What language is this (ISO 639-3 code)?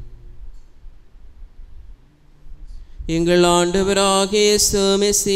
tam